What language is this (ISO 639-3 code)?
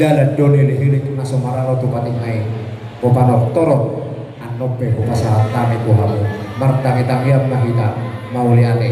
bbc